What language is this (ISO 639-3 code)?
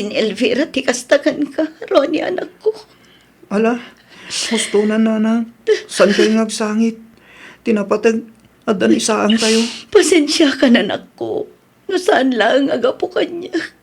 ilo